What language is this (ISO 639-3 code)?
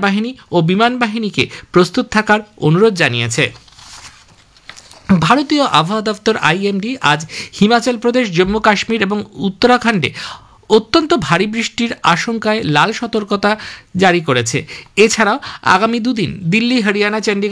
ben